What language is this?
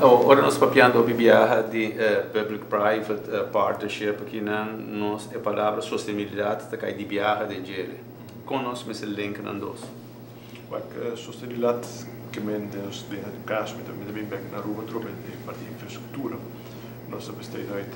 Papiamento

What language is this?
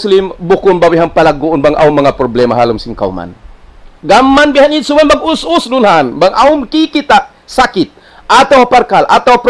Tausug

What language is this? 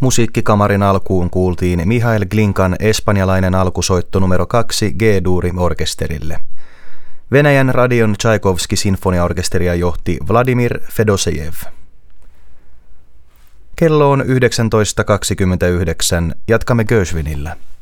Finnish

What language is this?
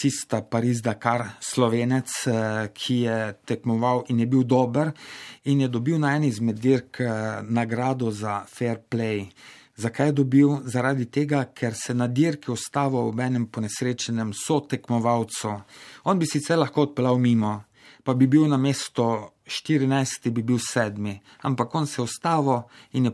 Slovenian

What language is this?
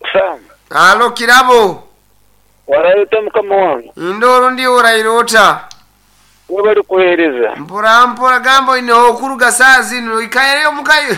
Nyankole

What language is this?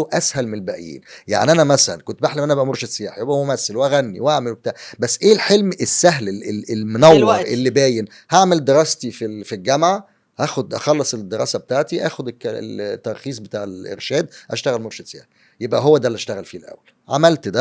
Egyptian Arabic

